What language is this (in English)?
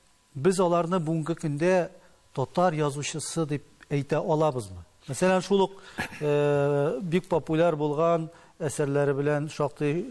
Tatar